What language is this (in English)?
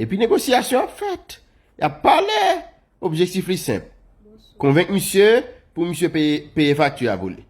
Haitian Creole